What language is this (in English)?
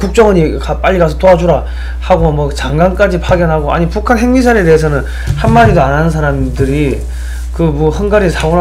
Korean